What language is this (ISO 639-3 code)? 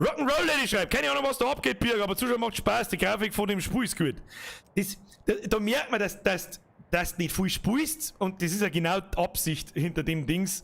bar